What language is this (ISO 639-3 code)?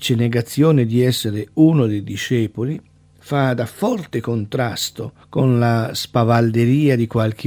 ita